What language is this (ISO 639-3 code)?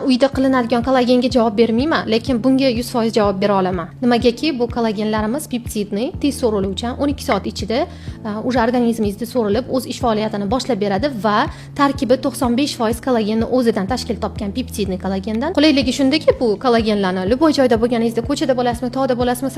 uzb